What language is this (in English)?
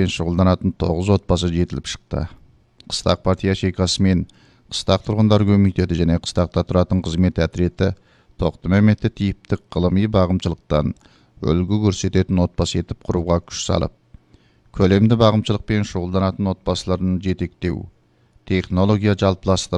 Kazakh